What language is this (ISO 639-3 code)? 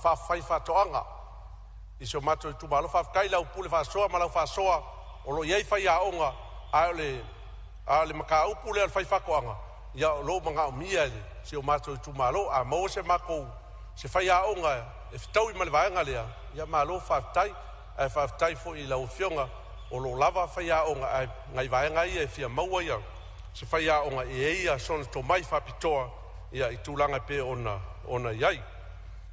smo